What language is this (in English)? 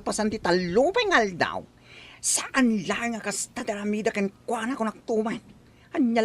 Iloko